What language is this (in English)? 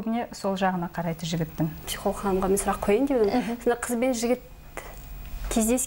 Kazakh